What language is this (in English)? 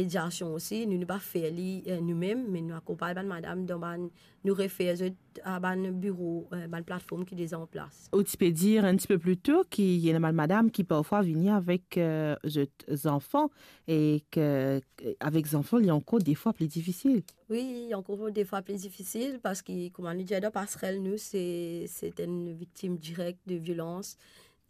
Morisyen